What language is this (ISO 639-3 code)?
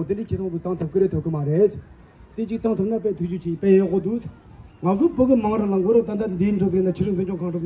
bod